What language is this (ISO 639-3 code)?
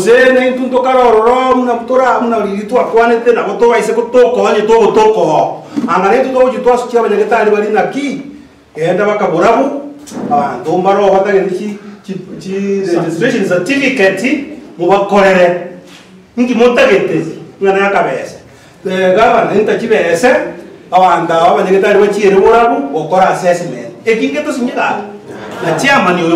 guz